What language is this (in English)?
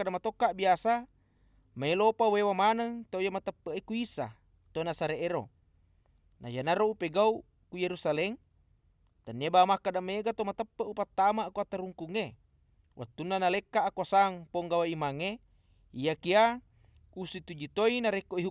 Buginese